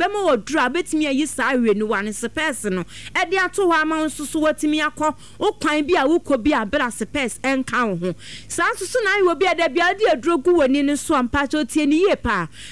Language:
Akan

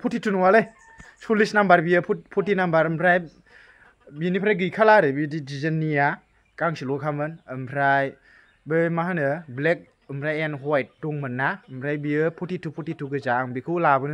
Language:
Bodo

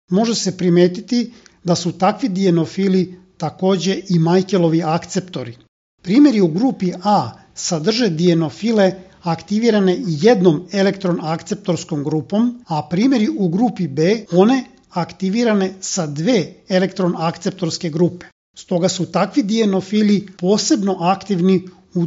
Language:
Serbian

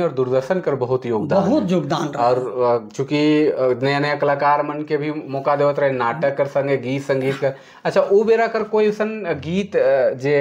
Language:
Sadri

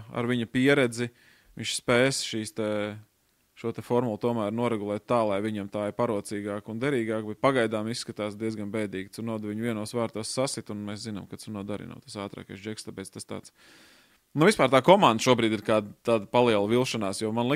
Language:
Latvian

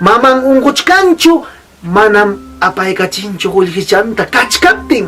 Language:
Ayacucho Quechua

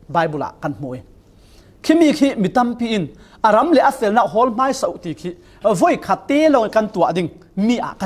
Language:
Falam Chin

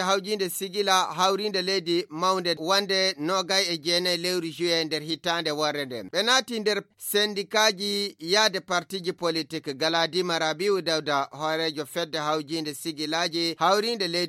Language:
Nigerian Fulfulde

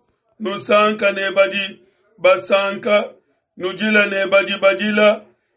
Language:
Luba-Lulua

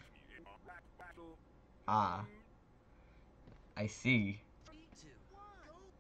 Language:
English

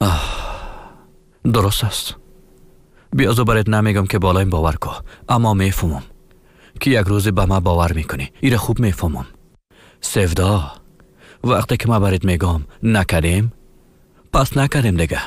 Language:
Persian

